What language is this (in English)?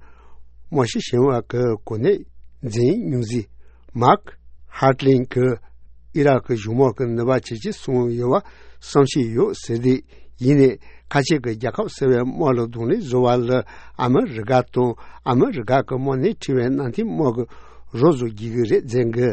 Tibetan